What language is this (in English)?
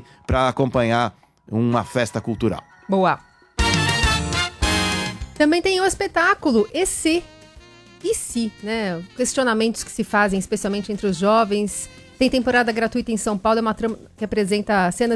Portuguese